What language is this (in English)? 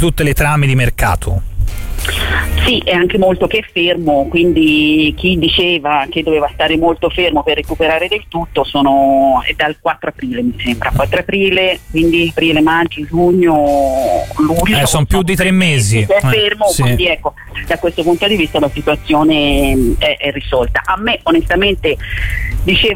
Italian